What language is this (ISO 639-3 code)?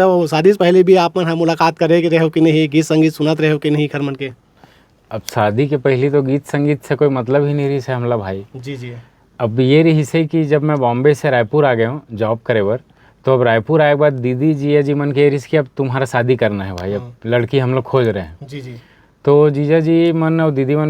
hne